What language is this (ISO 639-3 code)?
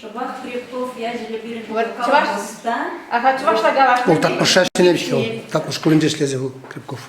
chv